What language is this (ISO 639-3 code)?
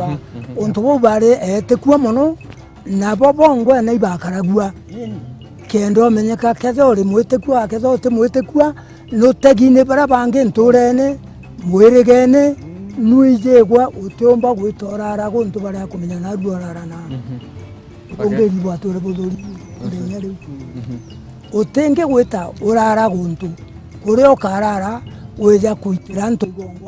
mer